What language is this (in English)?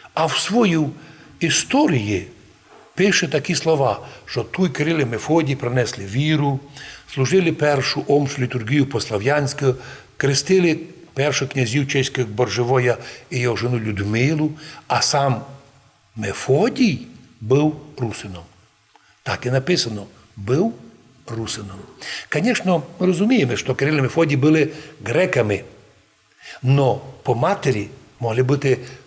Rusyn